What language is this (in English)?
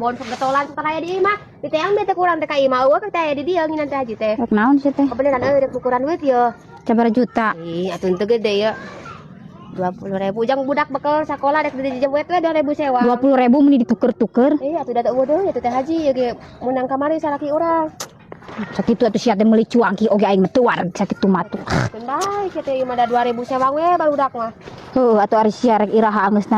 Sundanese